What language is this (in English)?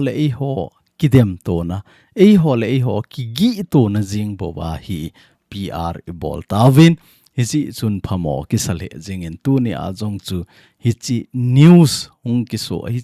Thado Chin